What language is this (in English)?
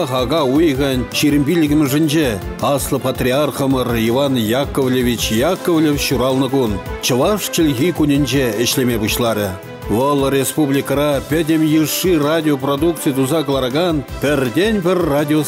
Chuvash